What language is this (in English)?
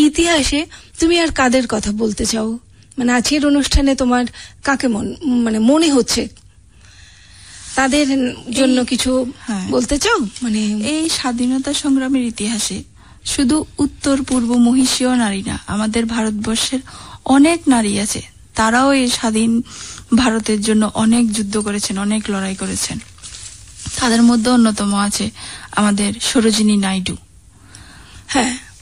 Bangla